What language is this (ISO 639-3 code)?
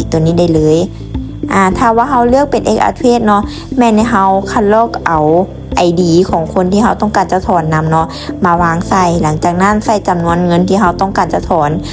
lao